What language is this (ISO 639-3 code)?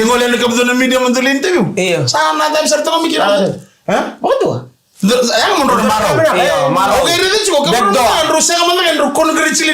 fij